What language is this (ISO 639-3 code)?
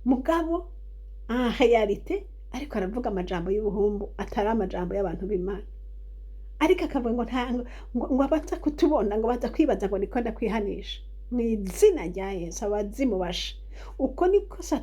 run